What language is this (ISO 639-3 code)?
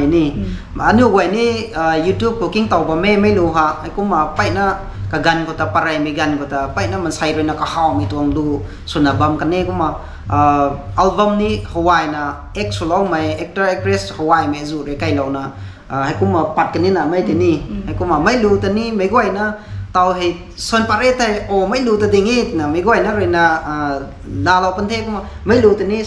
nbu